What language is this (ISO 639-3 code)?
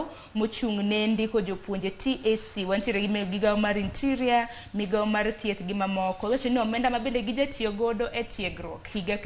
luo